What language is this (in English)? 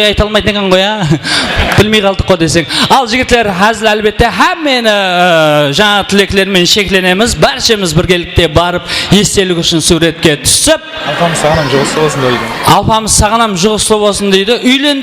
Kara-Kalpak